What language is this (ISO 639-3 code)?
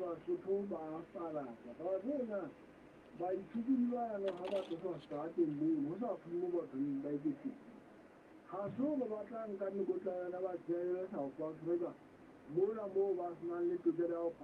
sot